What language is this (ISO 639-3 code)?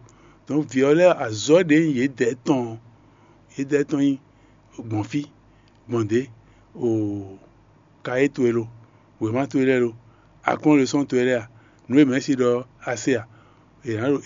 fon